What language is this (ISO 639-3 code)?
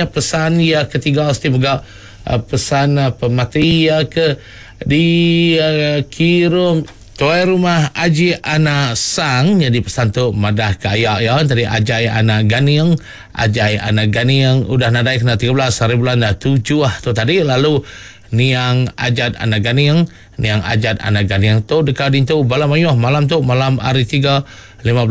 iba